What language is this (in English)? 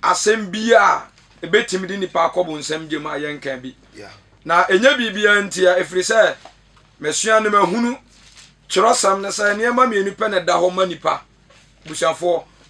Akan